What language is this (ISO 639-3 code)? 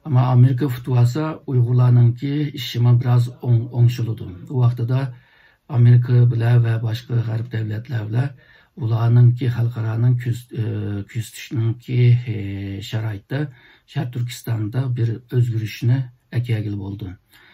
uig